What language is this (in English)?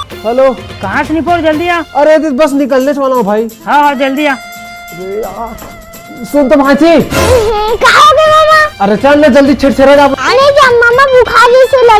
Chhattisgarhi